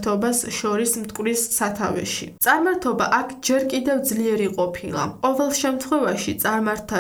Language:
Georgian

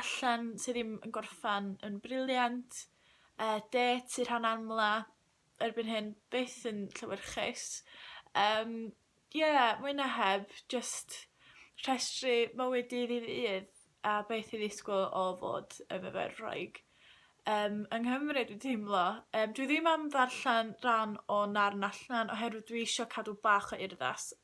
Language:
Welsh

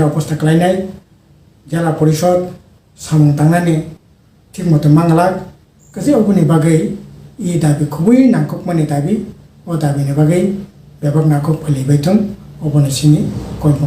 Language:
Kok Borok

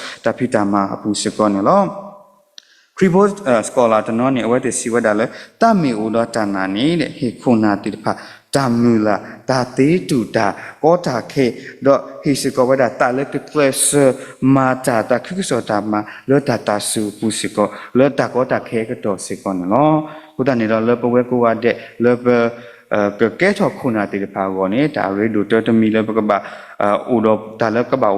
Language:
S'gaw Karen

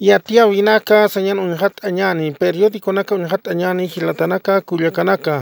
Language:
Aymara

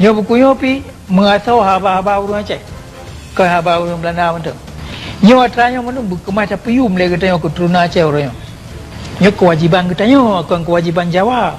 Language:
Achinese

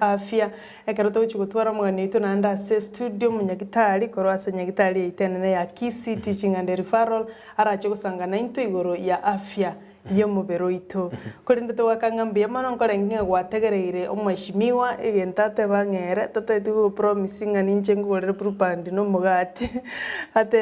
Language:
Gusii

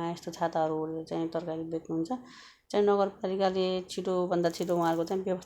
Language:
Nepali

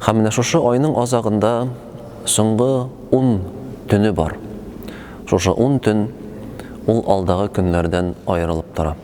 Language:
Tatar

